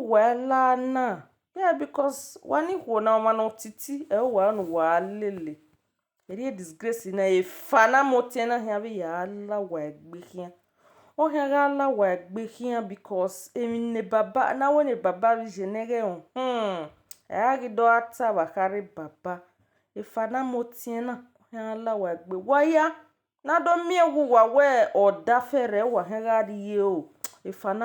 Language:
Nigerian Pidgin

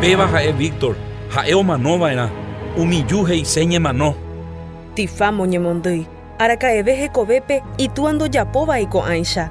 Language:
Guarani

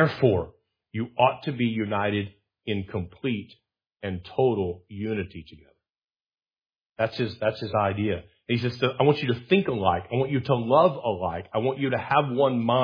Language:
English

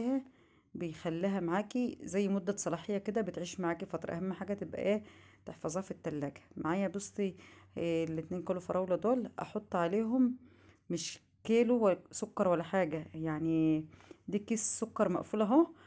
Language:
Egyptian Arabic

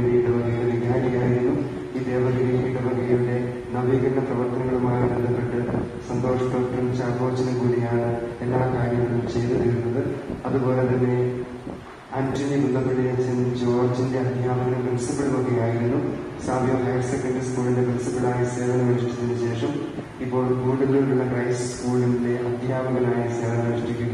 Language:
Malayalam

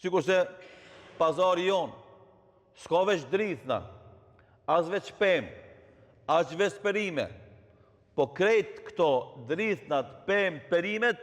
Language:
Albanian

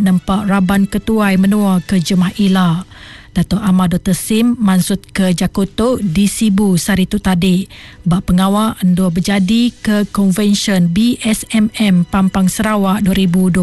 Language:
Iban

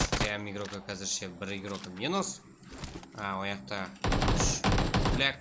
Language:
Kara-Kalpak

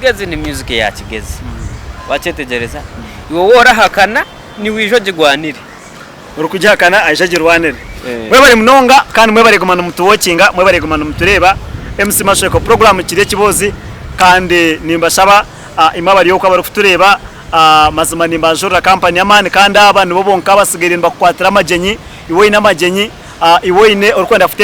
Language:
Nyankole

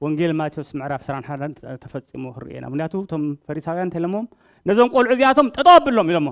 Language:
Tigrinya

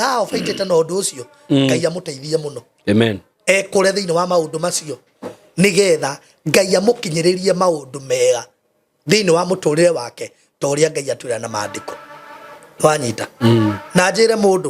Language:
Kikuyu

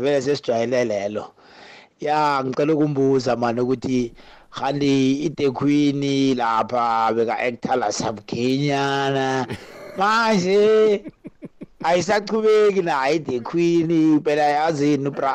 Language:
South Ndebele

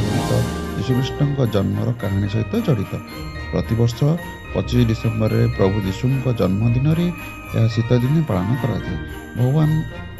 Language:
Odia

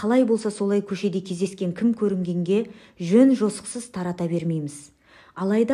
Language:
Kazakh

